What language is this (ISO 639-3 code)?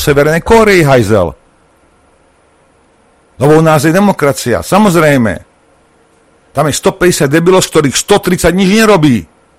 slk